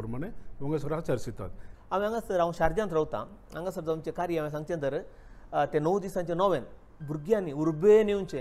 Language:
Konkani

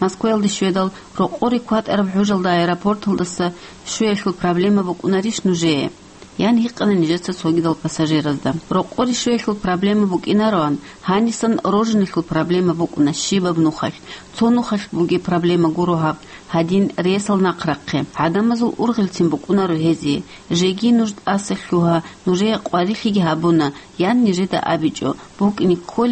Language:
Avaric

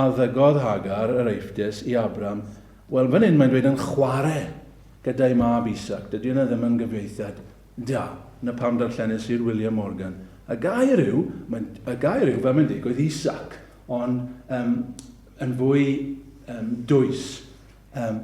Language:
Welsh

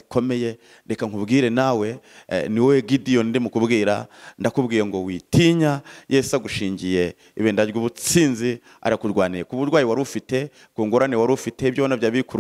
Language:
Kinyarwanda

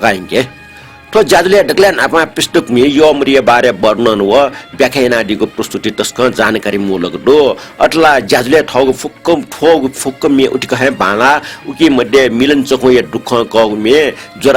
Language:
Newari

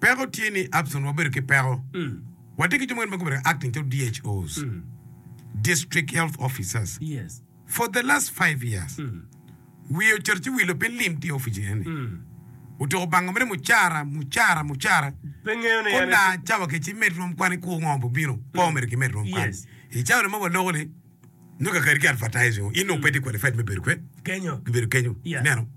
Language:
Acoli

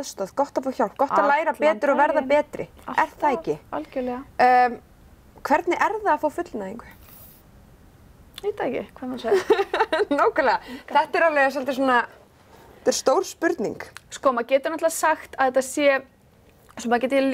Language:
Icelandic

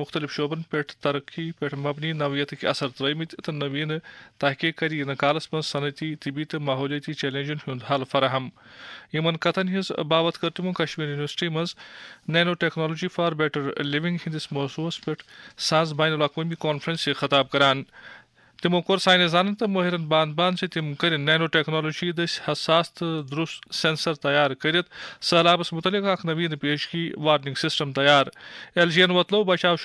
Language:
Kashmiri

